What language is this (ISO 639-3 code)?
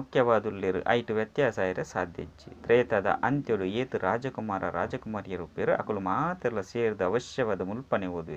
tcy